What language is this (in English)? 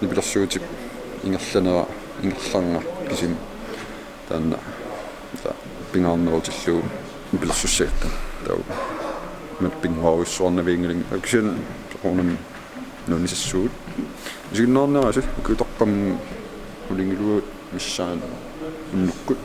Kalaallisut